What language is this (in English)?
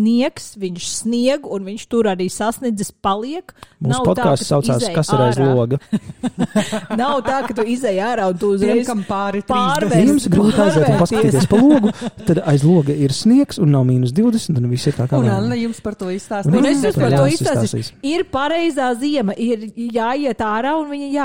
Latvian